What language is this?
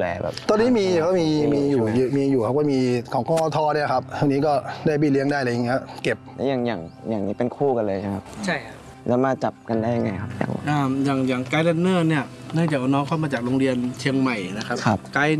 Thai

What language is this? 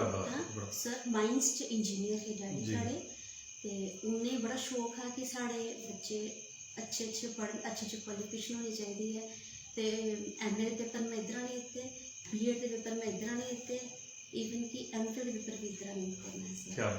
Dogri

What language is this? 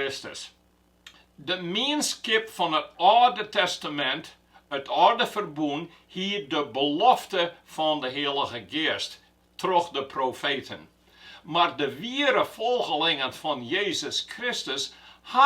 Western Frisian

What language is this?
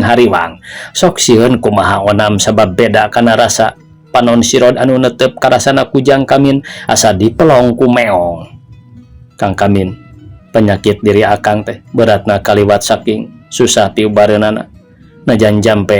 Sundanese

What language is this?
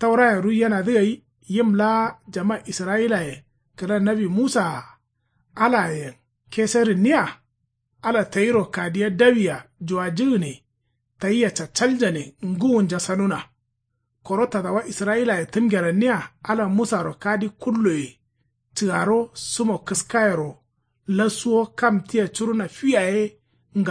Kanuri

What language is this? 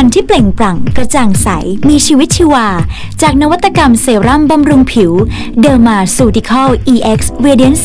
Thai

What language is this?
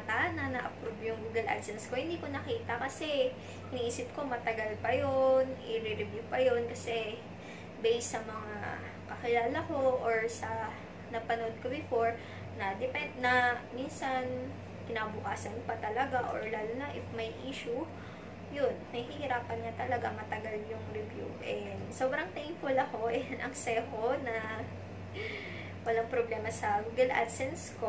Filipino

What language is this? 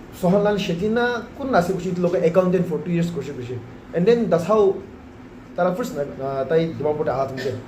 Naga Pidgin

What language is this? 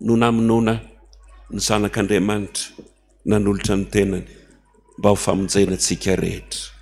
Malagasy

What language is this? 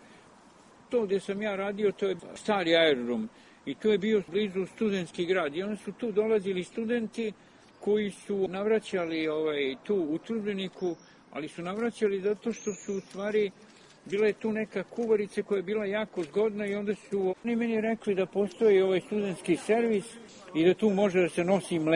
Serbian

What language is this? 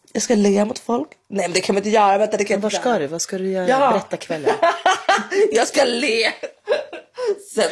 Swedish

